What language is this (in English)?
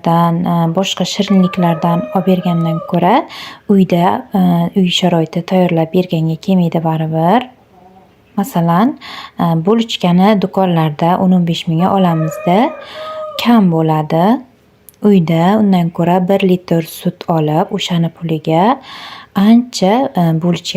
Uzbek